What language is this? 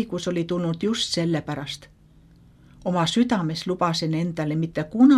Estonian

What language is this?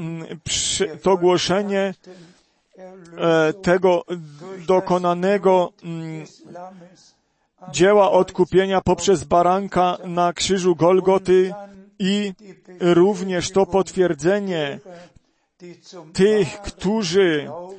Polish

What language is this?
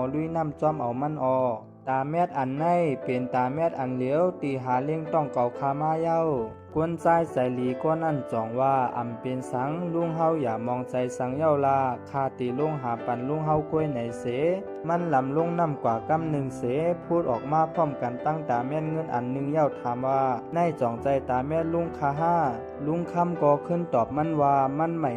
Shan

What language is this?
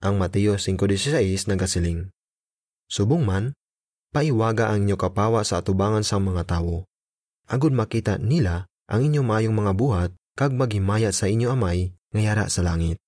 Hiligaynon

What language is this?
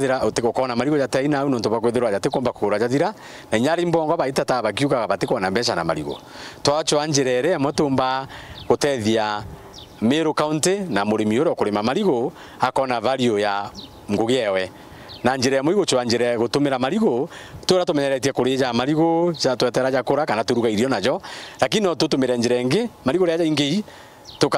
Meru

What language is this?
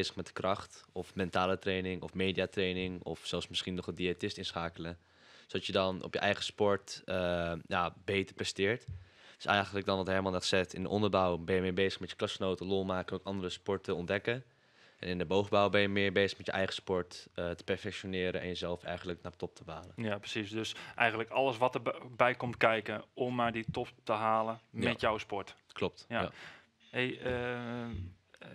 Dutch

